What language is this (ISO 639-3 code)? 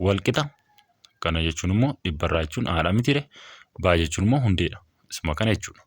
orm